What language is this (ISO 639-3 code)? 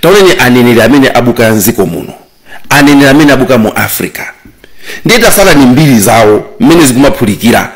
nya